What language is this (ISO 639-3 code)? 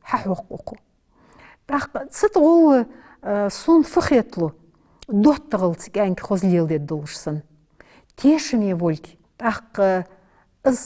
inh